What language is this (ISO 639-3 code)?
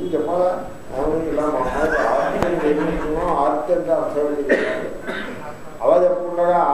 tel